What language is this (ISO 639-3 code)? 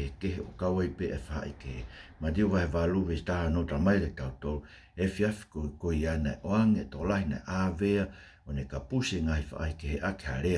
ton